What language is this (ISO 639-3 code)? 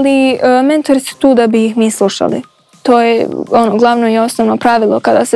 hrv